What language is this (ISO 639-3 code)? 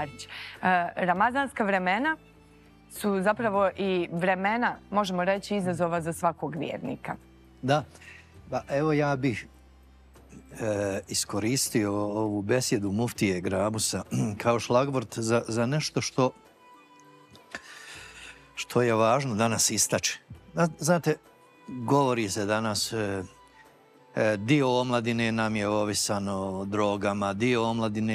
bos